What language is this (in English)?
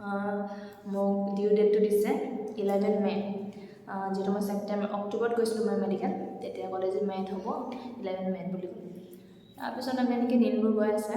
Assamese